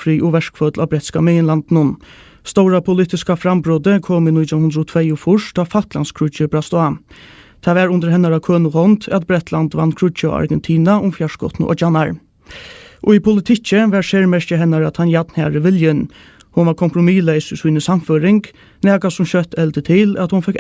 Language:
Faroese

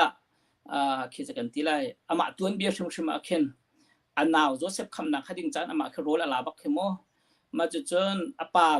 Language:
Hakha Chin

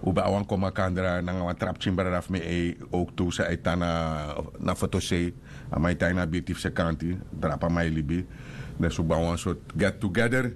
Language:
Sranan Tongo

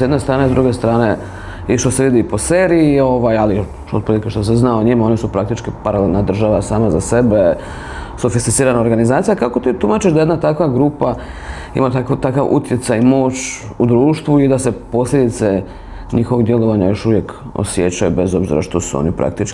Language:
Serbian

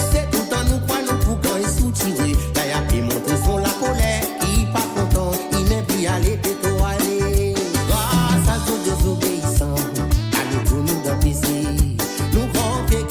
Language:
Morisyen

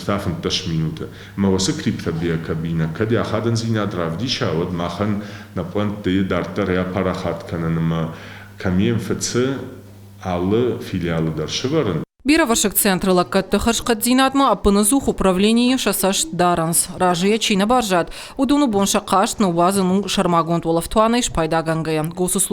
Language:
Ossetic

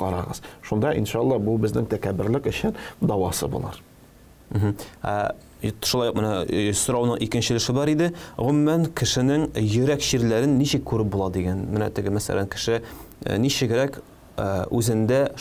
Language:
Tatar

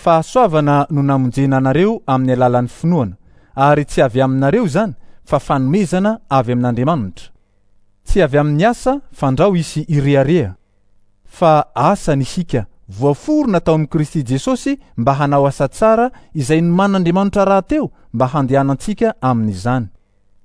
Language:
Malagasy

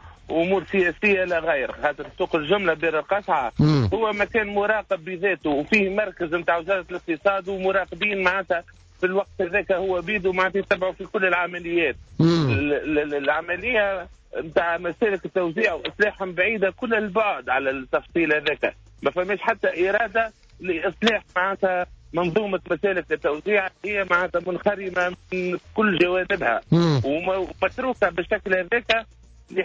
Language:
Tunisian Arabic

